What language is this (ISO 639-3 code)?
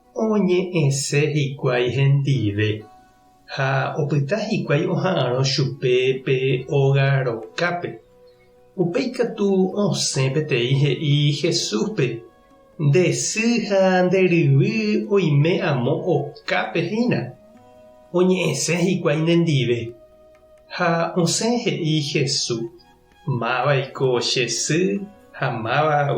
grn